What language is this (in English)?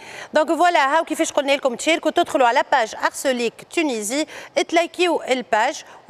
Tunisian Arabic